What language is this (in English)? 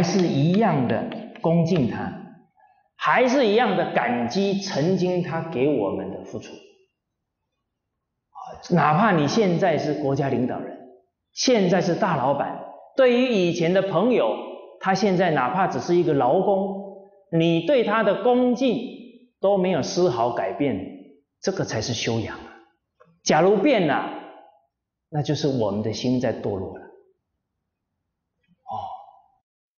Chinese